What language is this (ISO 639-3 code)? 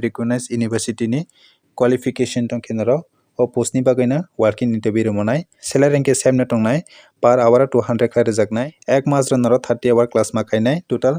trp